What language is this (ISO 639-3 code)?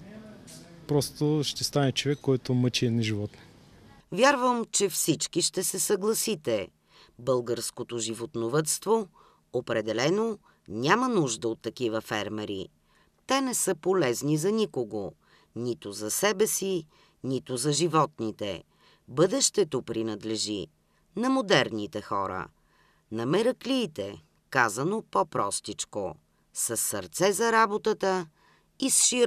bul